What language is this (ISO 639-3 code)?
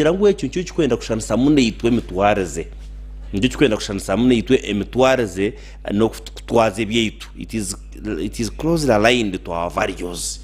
nyn